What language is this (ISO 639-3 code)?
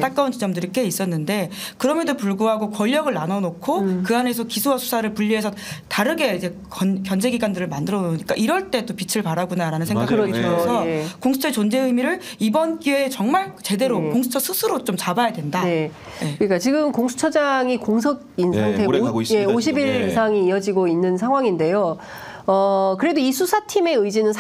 kor